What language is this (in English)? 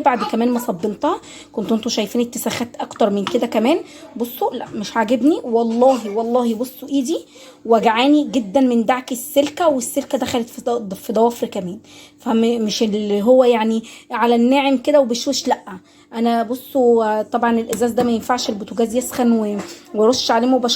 Egyptian Arabic